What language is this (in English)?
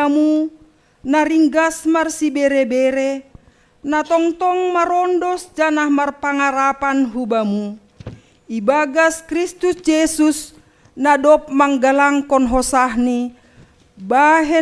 Batak Simalungun